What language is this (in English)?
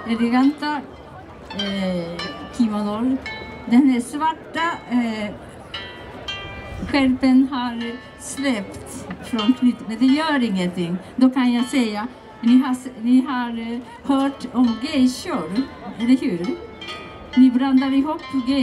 Swedish